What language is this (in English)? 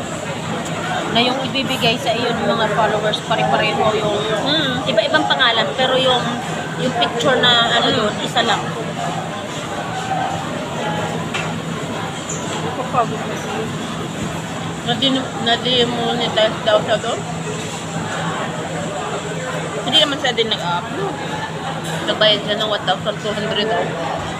Filipino